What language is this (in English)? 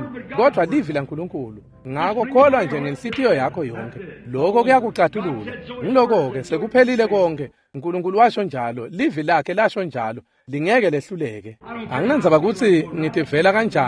Swati